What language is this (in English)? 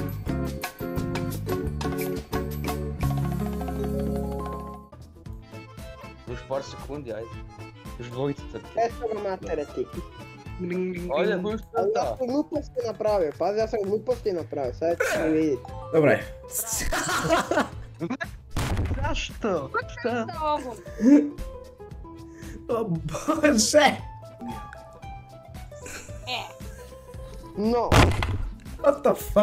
Croatian